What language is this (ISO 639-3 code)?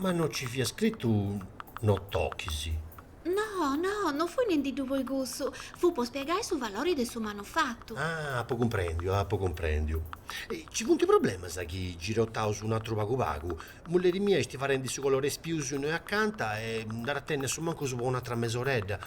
srd